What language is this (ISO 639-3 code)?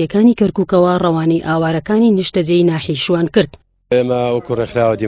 ckb